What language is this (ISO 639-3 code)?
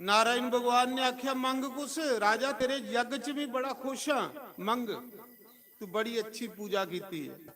doi